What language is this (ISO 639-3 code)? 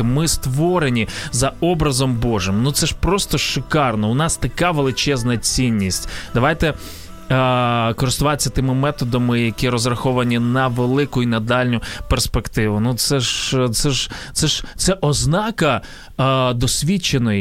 ukr